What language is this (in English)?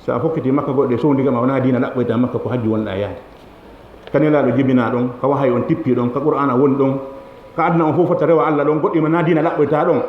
Fula